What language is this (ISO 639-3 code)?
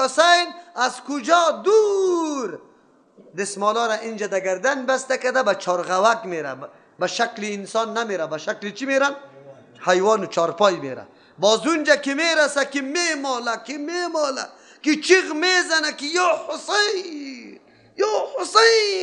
fas